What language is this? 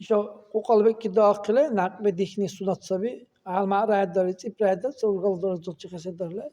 Dargwa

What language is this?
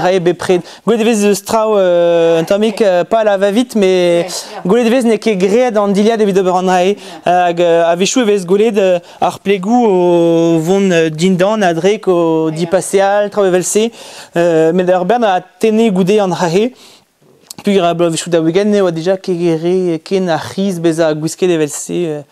Breton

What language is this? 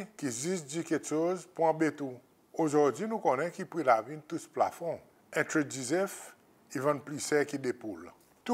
Seselwa Creole French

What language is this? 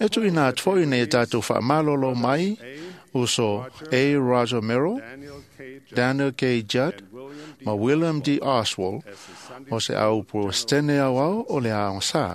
Samoan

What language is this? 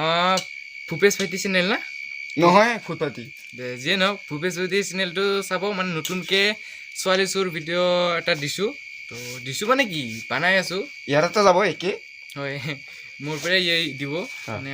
Assamese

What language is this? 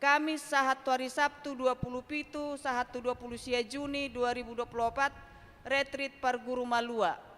Batak Toba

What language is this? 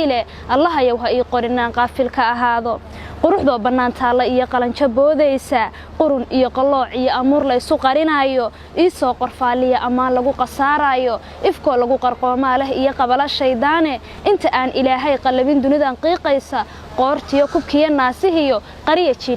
Somali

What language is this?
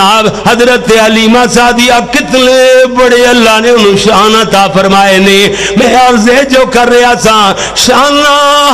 Western Panjabi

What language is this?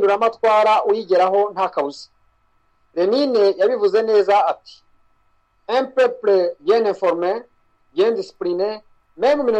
Kinyarwanda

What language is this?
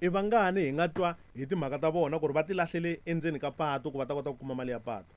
Tsonga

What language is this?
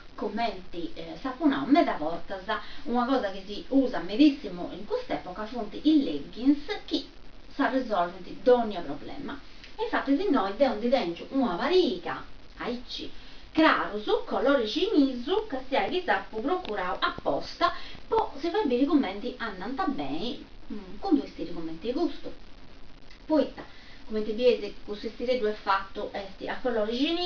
Sardinian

